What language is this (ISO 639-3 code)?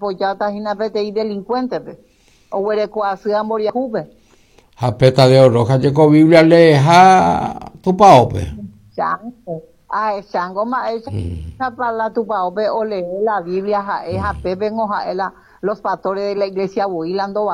grn